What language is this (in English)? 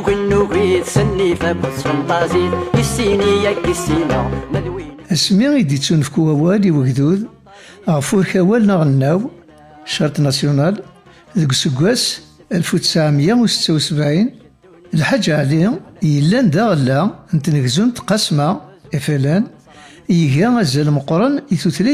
Kabyle